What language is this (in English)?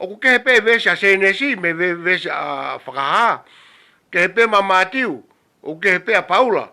Tongan